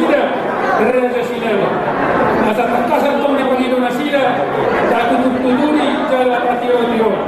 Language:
Batak Toba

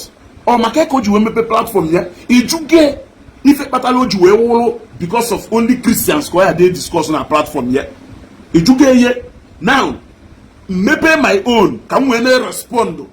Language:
Igbo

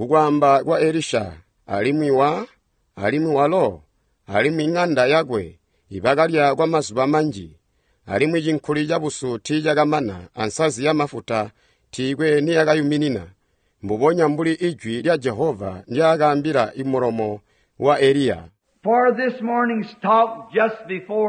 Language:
Tonga (Zambia)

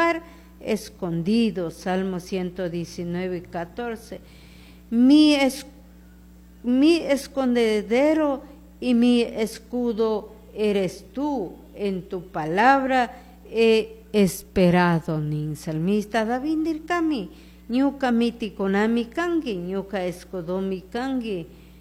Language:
Chimborazo Highland Quichua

